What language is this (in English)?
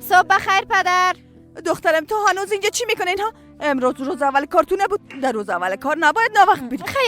Persian